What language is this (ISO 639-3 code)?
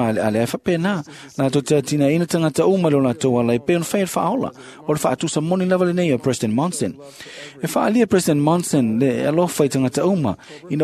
smo